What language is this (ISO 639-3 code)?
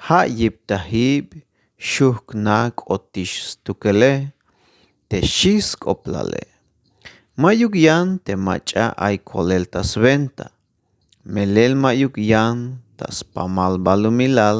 tzh